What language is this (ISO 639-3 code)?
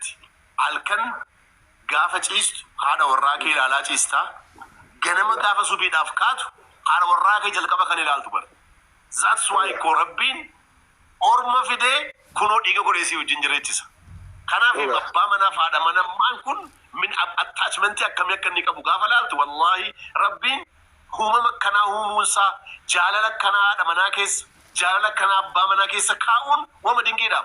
orm